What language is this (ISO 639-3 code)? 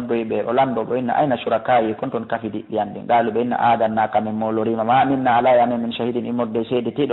ful